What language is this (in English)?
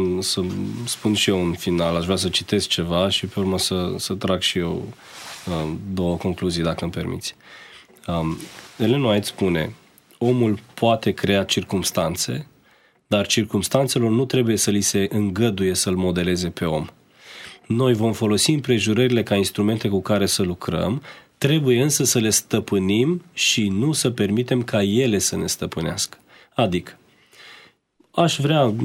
Romanian